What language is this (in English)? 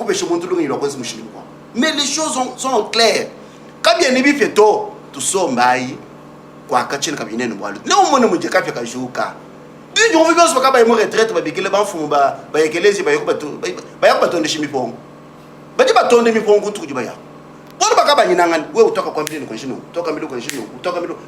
Luba-Lulua